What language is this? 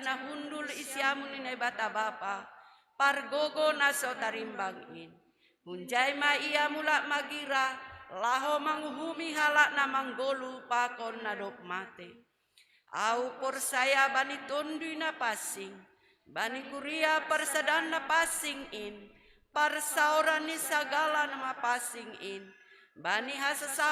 Batak Simalungun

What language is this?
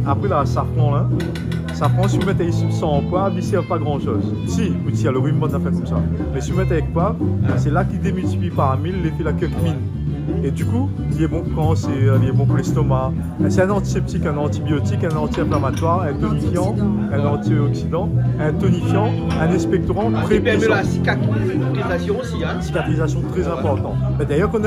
Réunion Creole French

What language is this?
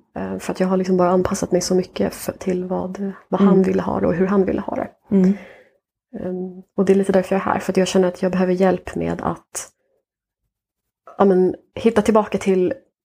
Swedish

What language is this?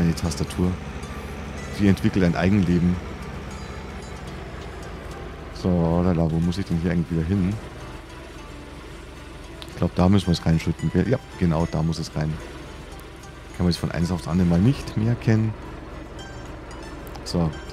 German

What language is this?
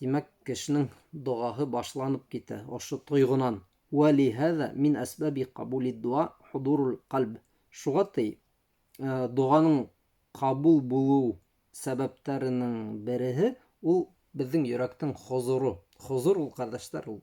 Bashkir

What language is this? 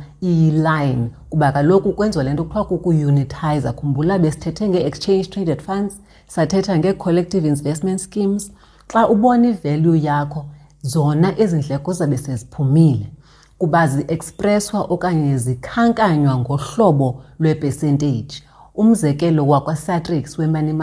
Xhosa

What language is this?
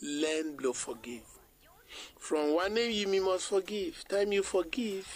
Bislama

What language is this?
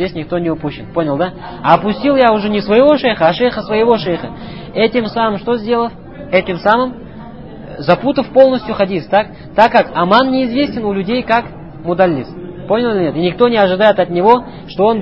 Russian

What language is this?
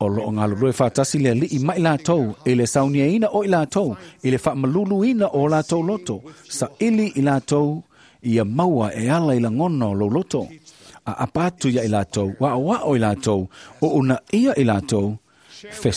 Samoan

